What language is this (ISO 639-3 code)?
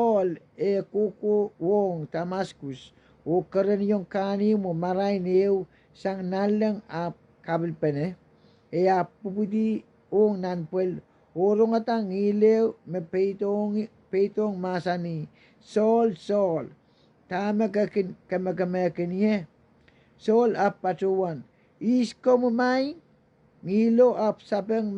pon